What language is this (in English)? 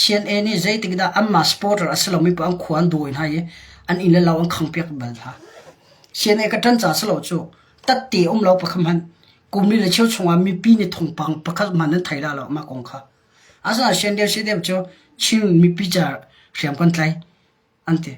Hakha Chin